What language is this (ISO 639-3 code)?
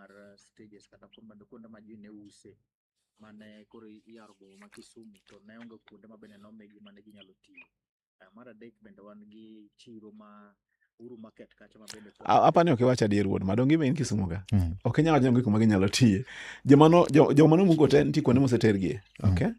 luo